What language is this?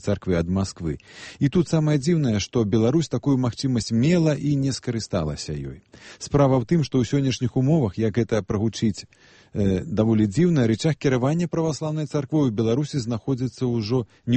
Belarusian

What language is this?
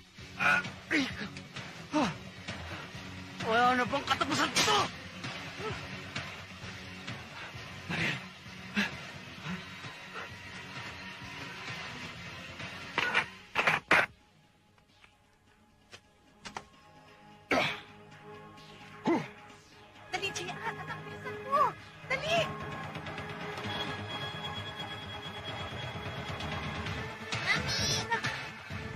Filipino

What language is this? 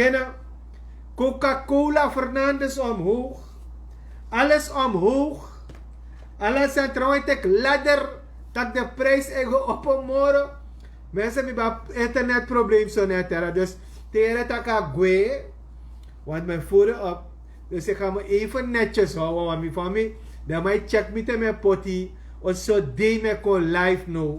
Sranan Tongo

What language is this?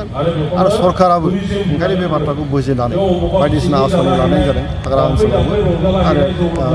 Bodo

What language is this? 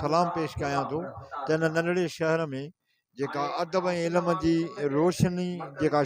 Sindhi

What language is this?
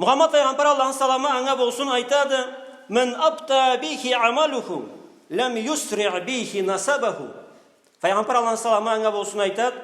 Karachay-Balkar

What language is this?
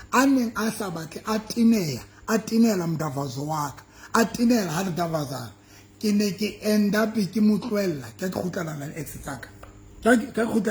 Southern Sotho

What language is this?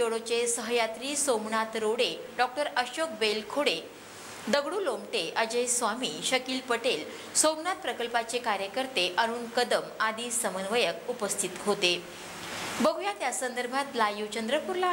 Marathi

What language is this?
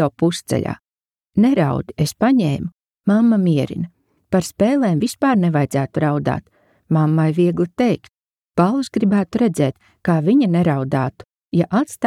Latvian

